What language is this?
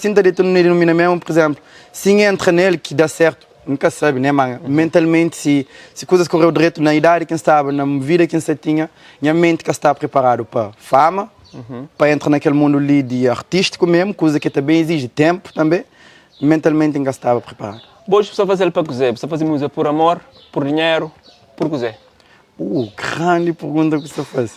Kabuverdianu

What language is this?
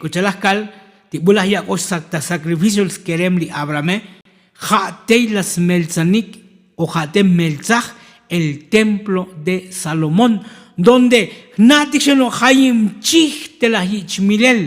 Tzotzil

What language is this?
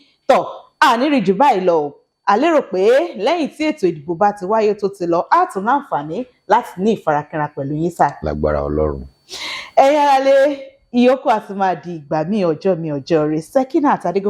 Yoruba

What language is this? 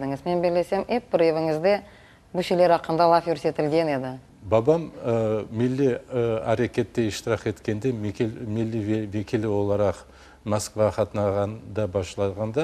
Crimean Tatar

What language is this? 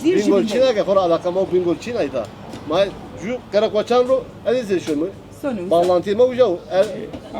Zaza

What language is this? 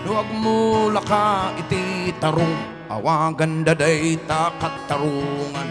Iloko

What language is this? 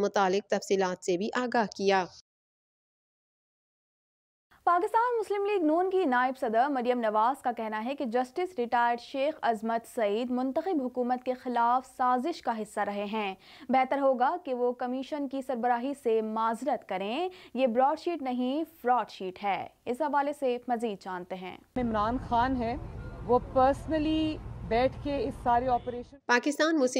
Urdu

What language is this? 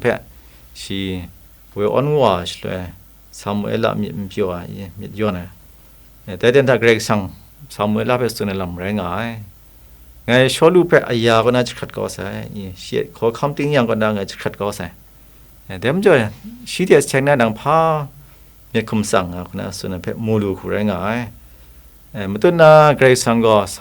Kachin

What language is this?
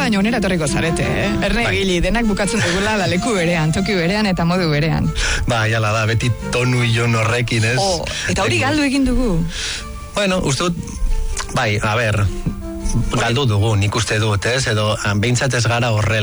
Basque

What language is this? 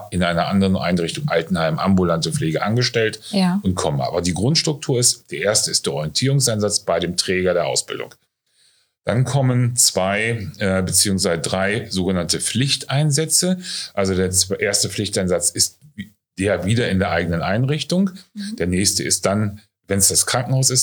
German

